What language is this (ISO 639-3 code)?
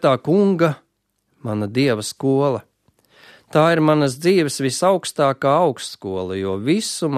lav